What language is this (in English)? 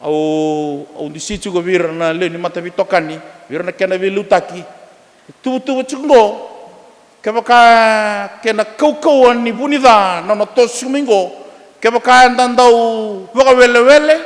Fijian